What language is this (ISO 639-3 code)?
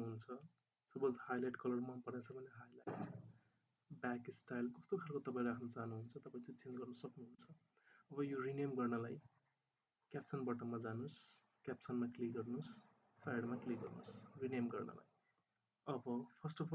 nep